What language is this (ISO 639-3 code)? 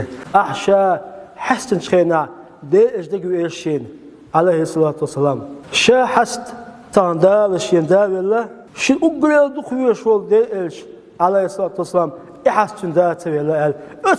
che